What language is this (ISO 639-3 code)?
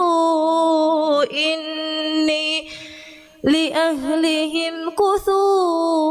div